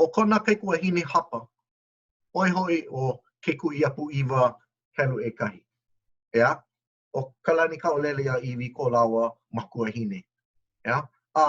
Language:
Hawaiian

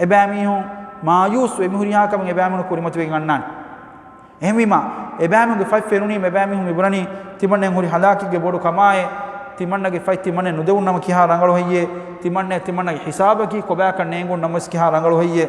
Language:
Divehi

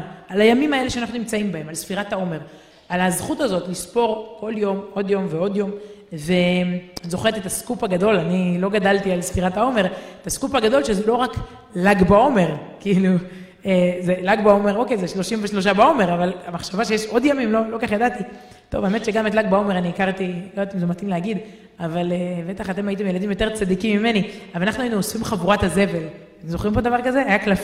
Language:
Hebrew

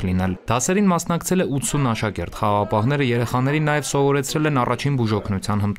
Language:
Armenian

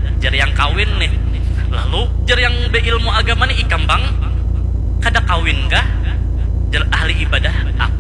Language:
Banjar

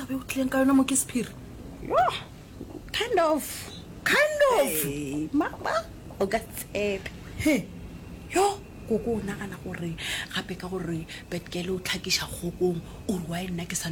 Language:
Northern Sotho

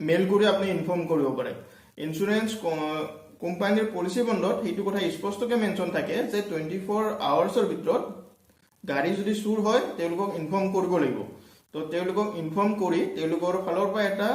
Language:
Assamese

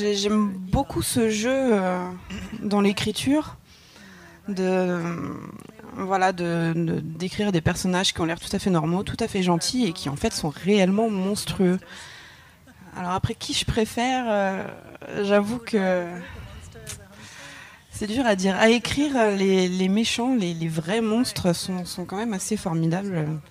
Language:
French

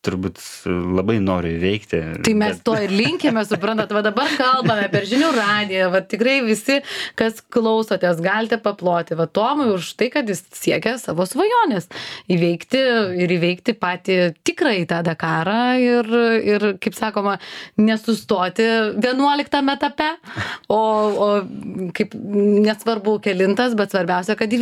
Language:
Lithuanian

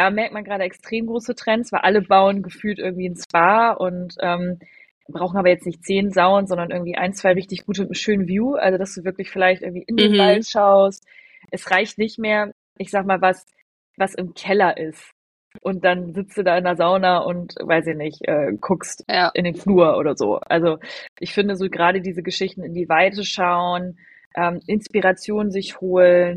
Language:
German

